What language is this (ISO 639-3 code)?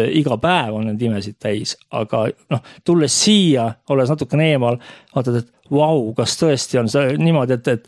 est